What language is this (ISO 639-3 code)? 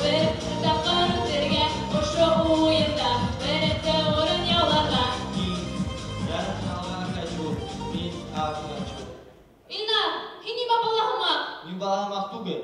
bak